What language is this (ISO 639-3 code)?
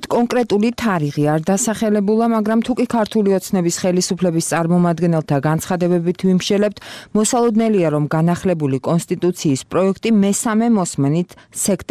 kat